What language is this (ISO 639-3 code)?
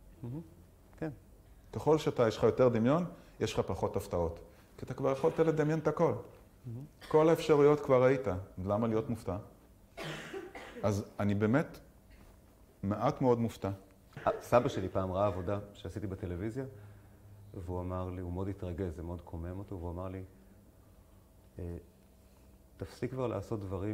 heb